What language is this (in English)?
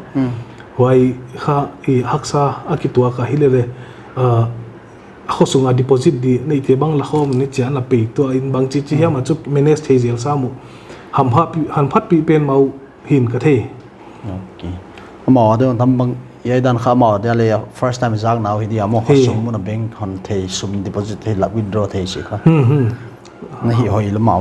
Paite Chin